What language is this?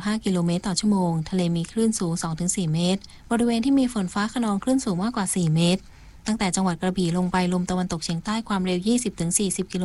Thai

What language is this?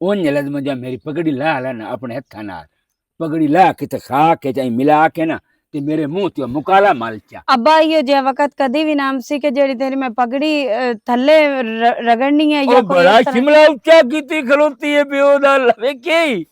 Western Panjabi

